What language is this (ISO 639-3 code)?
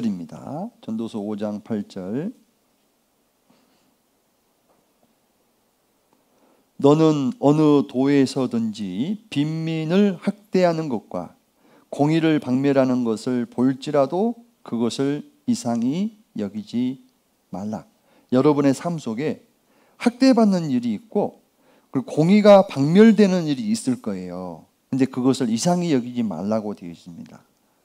kor